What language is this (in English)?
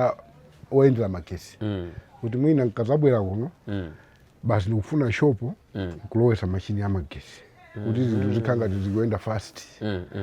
Nyanja